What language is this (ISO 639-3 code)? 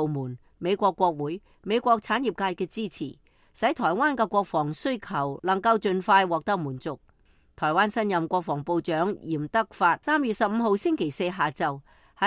yue